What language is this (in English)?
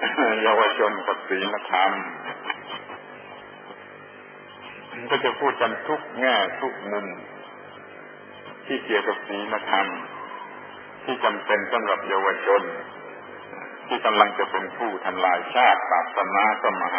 Thai